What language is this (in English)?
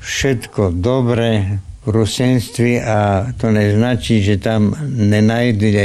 Slovak